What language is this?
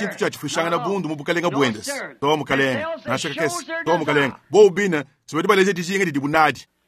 Luba-Lulua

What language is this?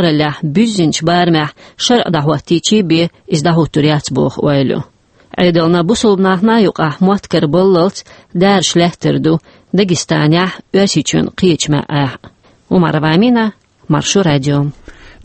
Chechen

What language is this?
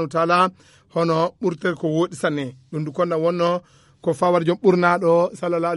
Nigerian Fulfulde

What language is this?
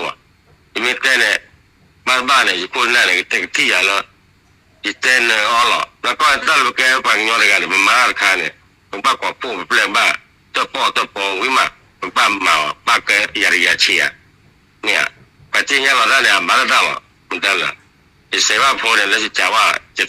S'gaw Karen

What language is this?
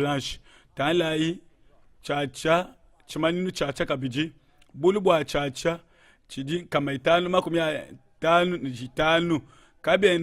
Luba-Lulua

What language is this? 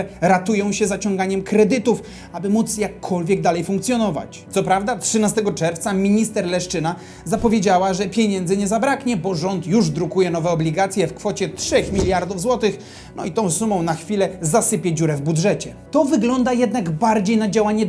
Polish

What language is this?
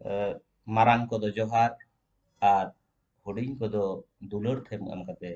Santali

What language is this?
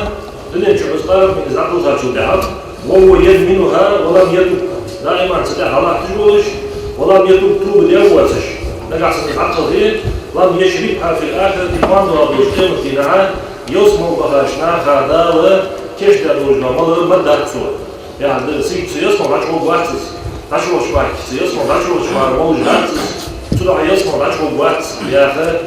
Ingush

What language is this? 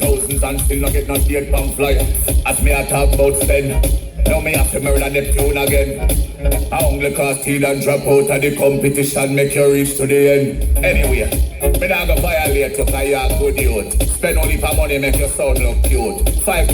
Jamaican Creole English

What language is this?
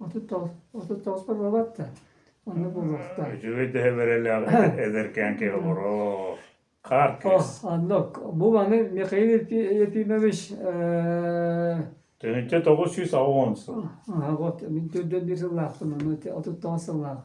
Yakut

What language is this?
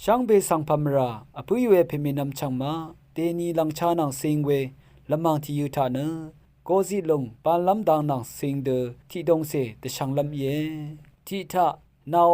Rawang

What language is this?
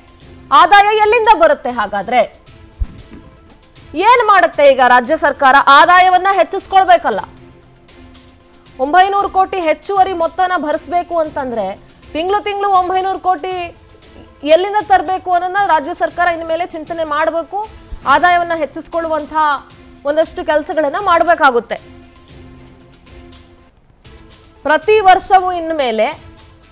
Kannada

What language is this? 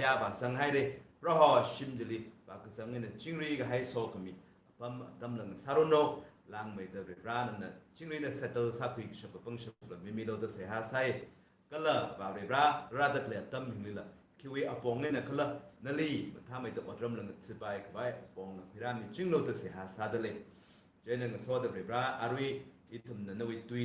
Tangkhul Naga (India)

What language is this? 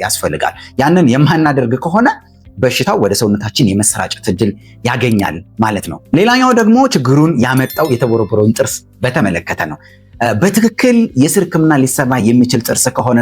Amharic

